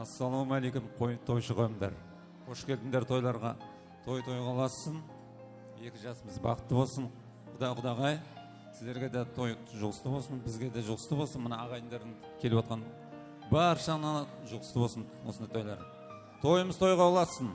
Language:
Kara-Kalpak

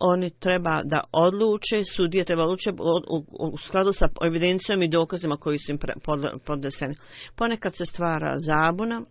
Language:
Bosnian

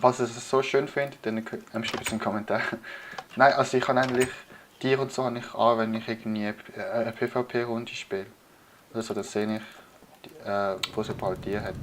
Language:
Swiss German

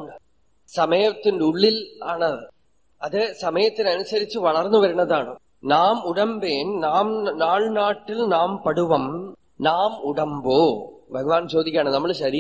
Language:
Malayalam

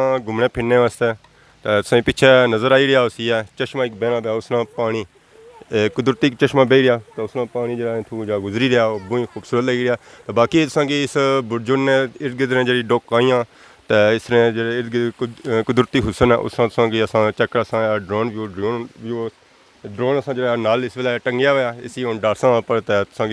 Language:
Pahari-Potwari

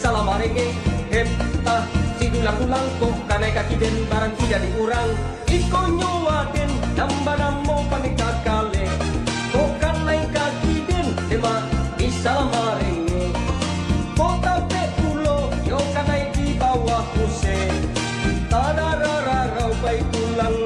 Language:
Minangkabau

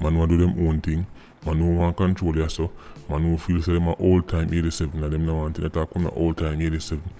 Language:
Jamaican Creole English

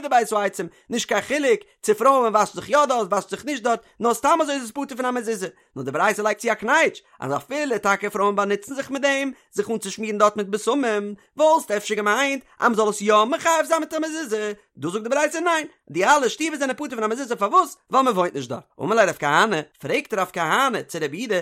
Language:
Yiddish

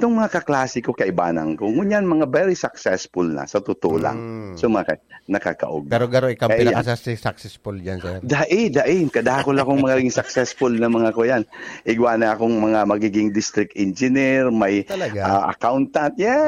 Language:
Bikol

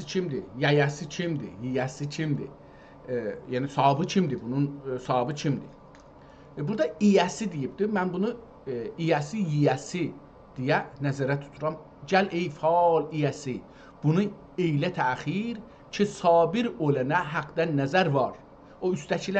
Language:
South Azerbaijani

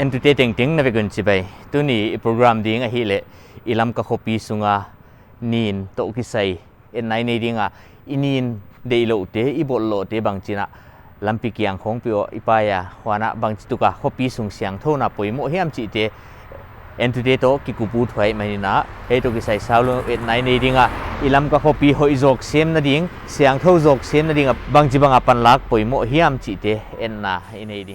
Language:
Paite Chin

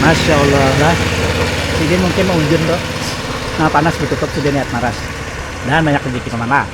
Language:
Banjar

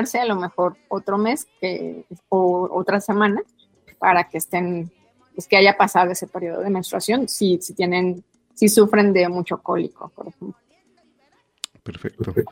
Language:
Spanish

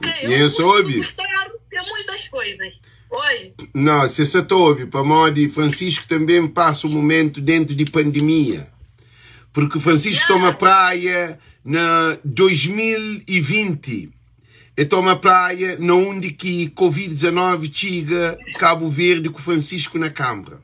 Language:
Kabuverdianu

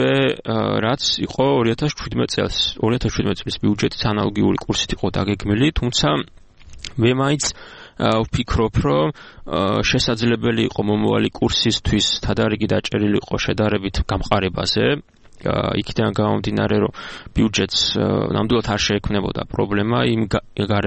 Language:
Georgian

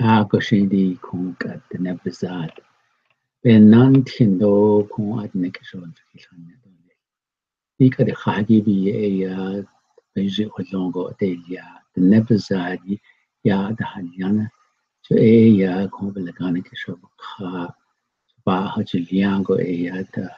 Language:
Navajo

